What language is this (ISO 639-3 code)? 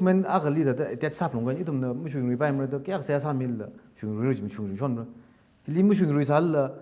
nmf